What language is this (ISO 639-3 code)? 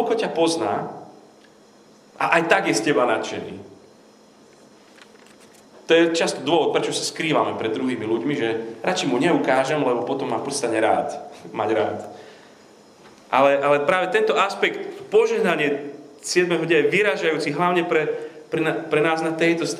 slk